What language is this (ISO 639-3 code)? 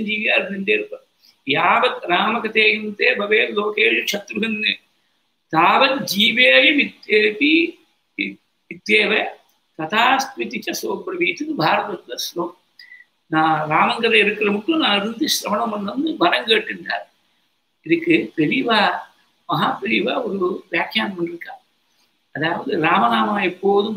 tam